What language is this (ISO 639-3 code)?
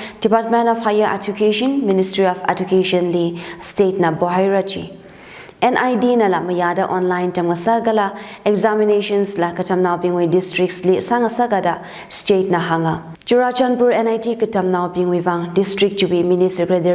nmf